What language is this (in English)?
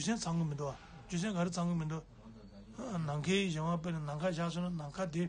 Tibetan